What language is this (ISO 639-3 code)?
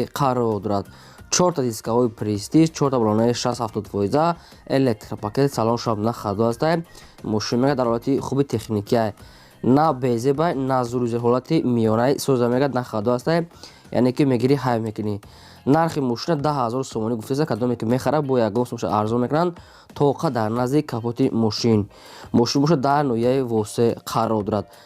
tgk